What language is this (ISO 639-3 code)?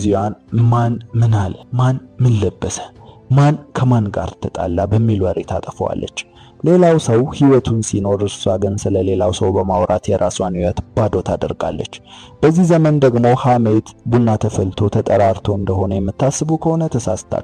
amh